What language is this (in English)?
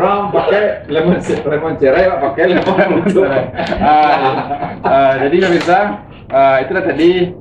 Minangkabau